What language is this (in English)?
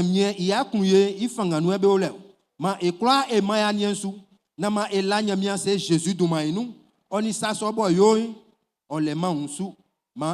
Baoulé